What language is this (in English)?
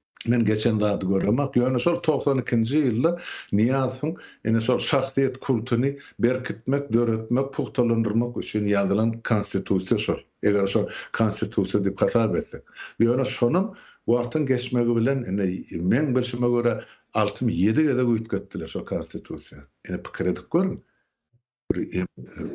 Turkmen